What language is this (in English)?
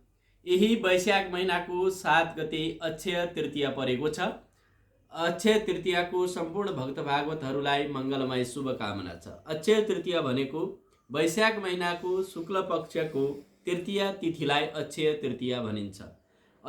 Nepali